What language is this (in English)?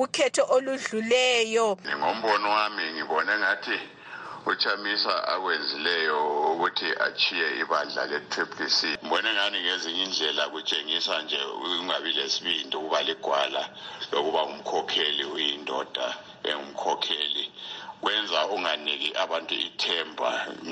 North Ndebele